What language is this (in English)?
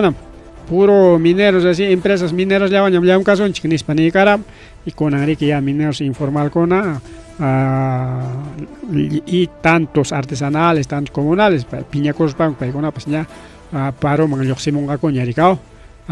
Ayacucho Quechua